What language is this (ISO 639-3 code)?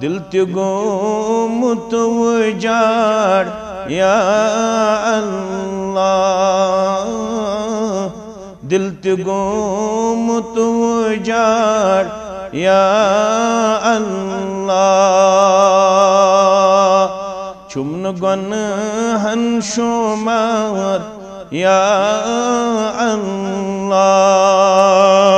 kas